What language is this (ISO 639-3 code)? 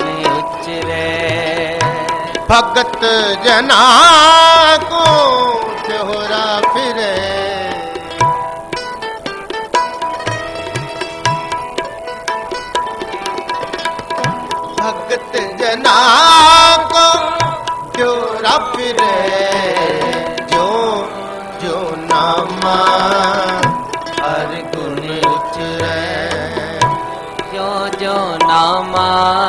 pan